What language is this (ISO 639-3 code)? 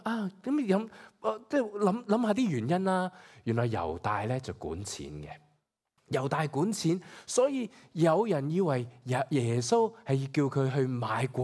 yue